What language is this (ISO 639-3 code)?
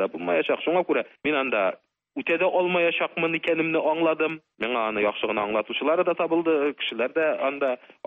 tat